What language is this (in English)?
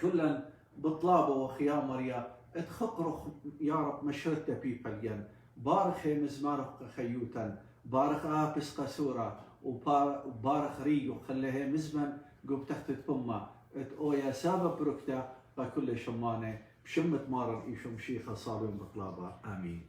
Assyrian Neo-Aramaic